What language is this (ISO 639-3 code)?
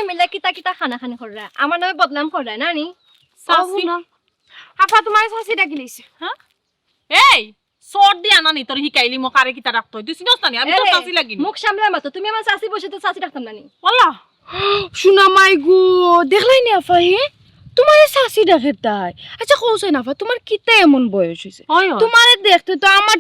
syl